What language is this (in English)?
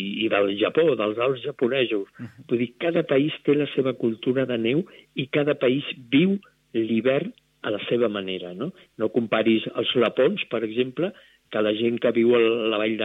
Catalan